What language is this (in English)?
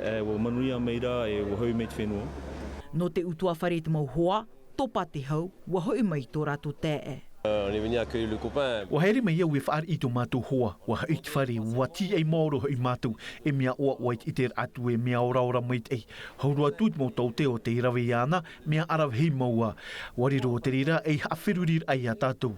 Tahitian